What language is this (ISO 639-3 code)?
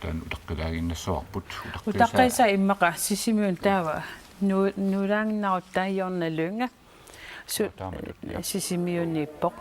kal